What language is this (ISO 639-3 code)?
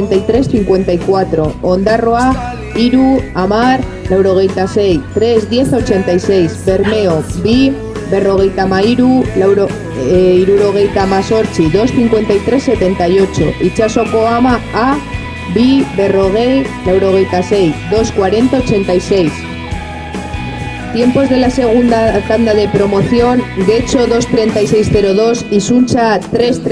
eus